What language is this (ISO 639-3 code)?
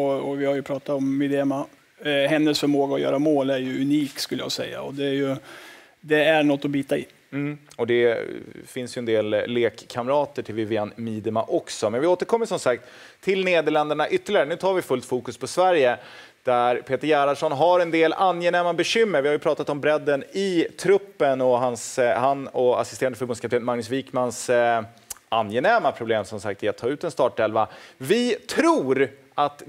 swe